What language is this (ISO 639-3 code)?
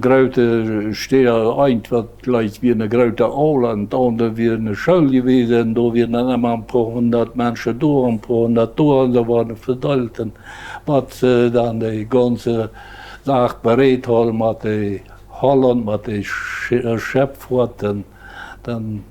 pdt